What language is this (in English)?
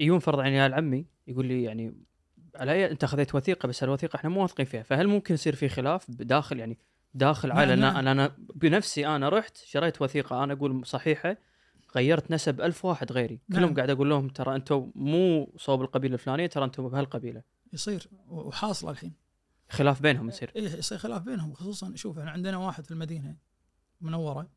Najdi Arabic